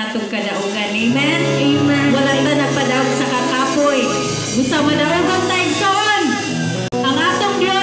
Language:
Cebuano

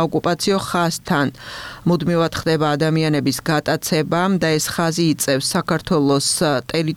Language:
Georgian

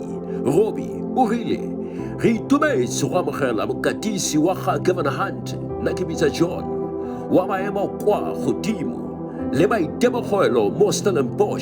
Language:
Tswana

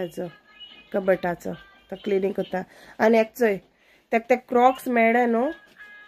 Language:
Konkani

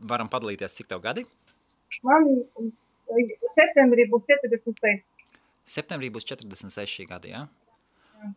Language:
Latvian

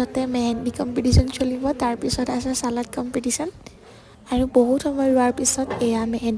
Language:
Assamese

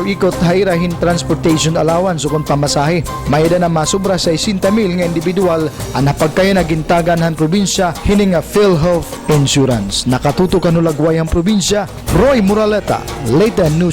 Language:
Waray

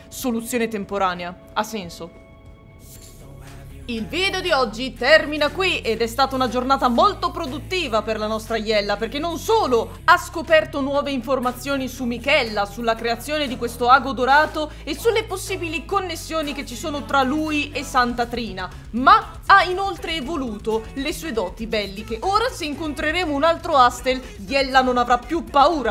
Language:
Italian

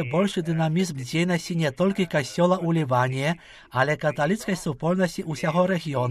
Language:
Belarusian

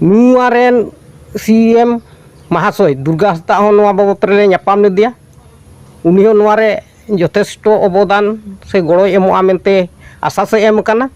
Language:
Santali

